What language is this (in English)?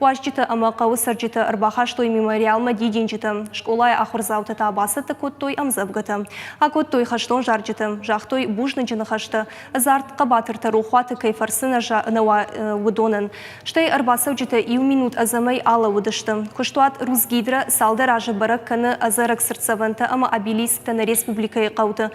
Ossetic